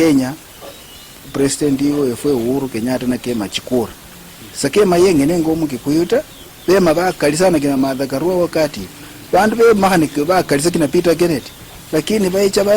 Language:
Luyia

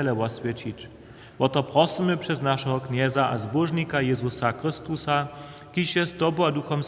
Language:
Upper Sorbian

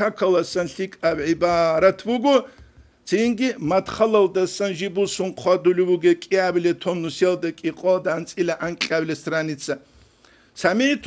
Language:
Avaric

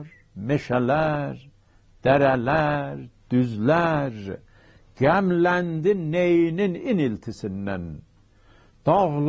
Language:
South Azerbaijani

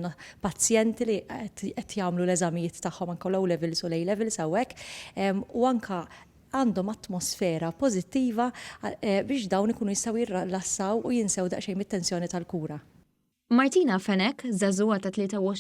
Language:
Maltese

